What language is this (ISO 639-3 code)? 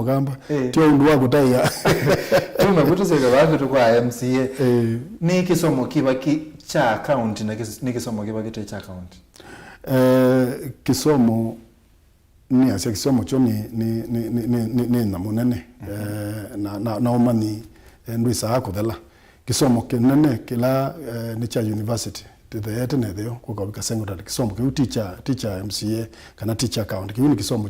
kam